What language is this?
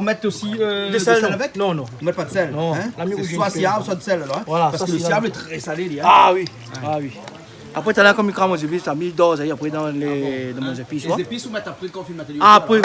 Réunion Creole French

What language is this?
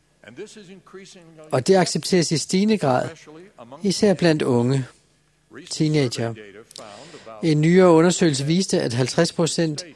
Danish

